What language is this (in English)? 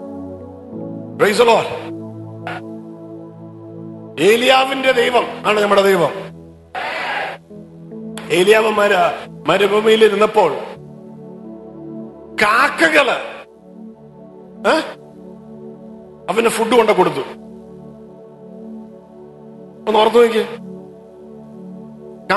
Malayalam